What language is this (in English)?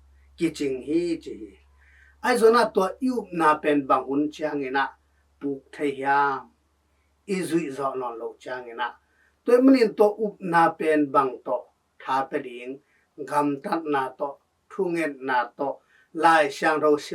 Tedim Chin